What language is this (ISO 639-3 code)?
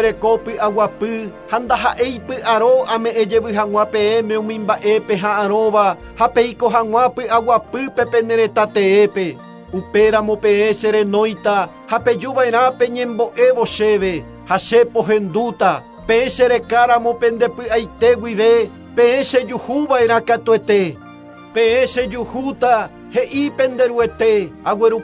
grn